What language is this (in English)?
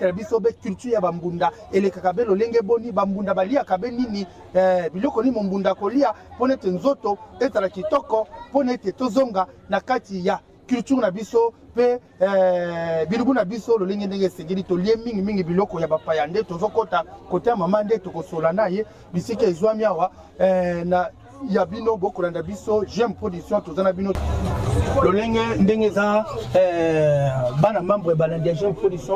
Lingala